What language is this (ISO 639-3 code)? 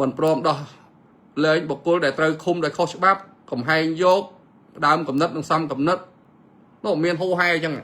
khm